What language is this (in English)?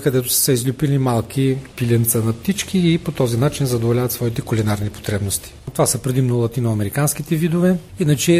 Bulgarian